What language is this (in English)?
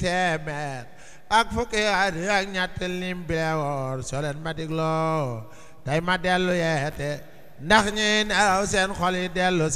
Wolof